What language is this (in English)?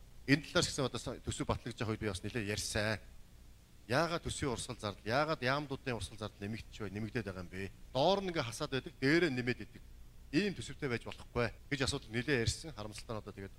Mongolian